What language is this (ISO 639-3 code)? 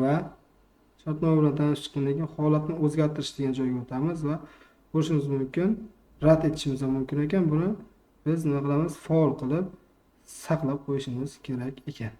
uzb